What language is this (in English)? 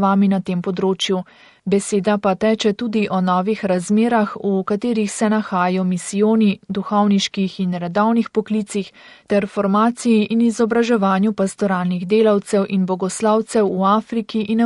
Slovenian